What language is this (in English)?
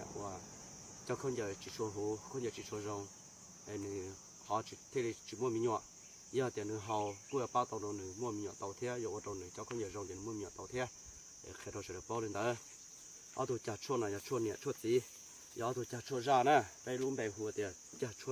Hmong